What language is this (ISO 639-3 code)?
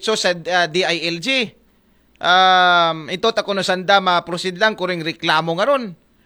akl